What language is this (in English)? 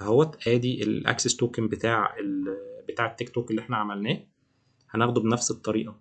Egyptian Arabic